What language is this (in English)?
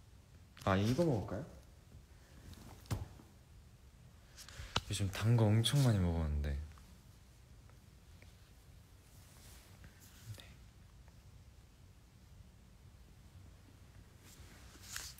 Korean